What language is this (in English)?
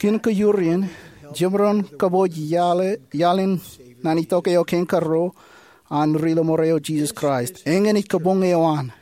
Marshallese